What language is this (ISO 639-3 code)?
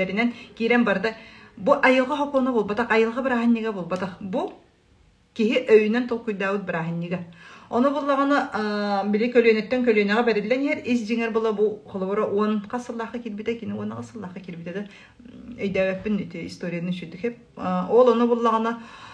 sah